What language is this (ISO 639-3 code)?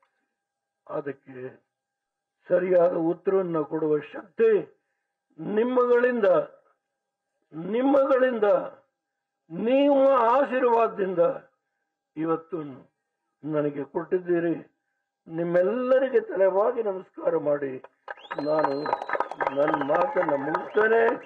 kan